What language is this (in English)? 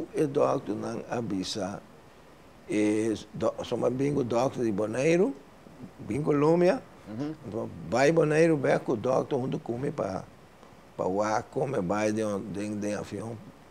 Papiamento